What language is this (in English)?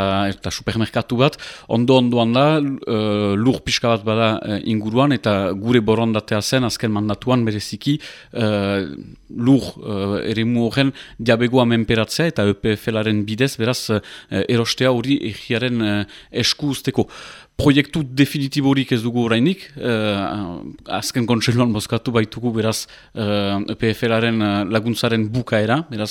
Basque